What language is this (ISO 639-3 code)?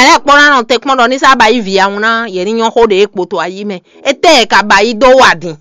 fon